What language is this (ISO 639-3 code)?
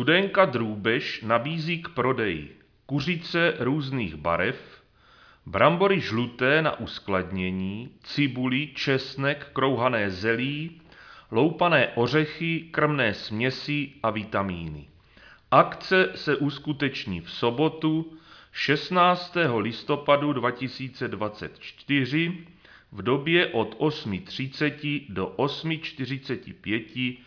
ces